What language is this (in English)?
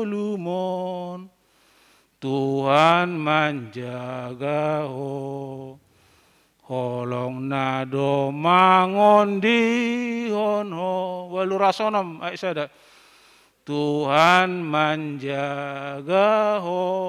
Batak Toba